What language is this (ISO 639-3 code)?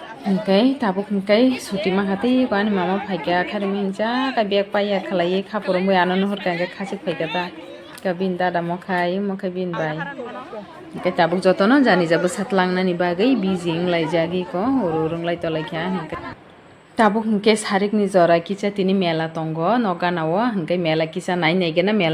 trp